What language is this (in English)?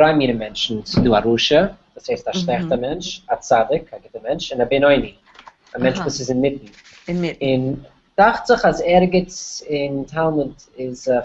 Yiddish